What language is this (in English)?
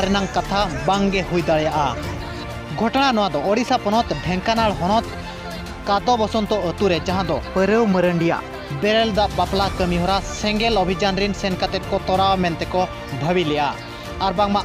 Santali